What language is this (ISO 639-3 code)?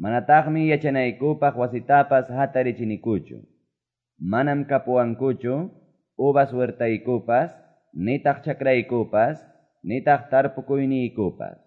que